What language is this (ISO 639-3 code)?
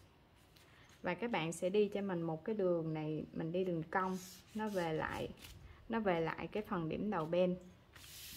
vie